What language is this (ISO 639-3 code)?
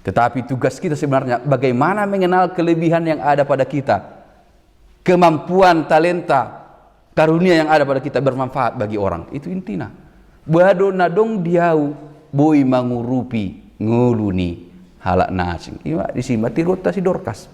bbc